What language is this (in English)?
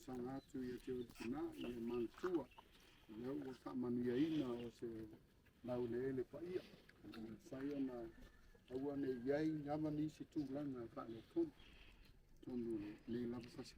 Samoan